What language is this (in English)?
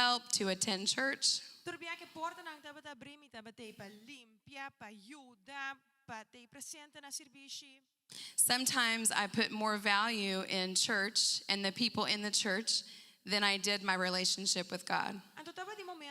Papiamento